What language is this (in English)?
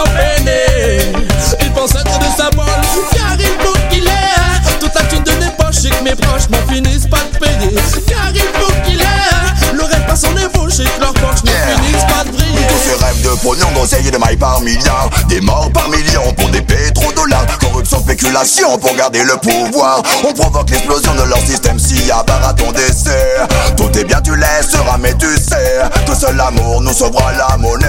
French